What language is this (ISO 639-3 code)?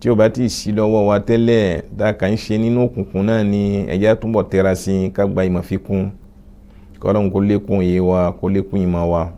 yor